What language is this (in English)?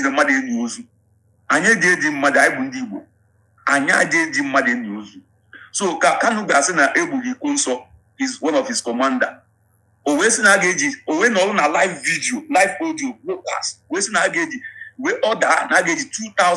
Igbo